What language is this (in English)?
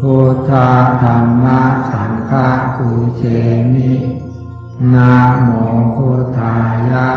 Pali